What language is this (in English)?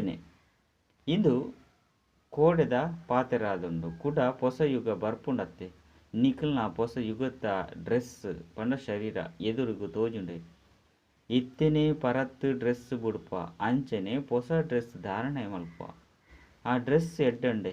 Tulu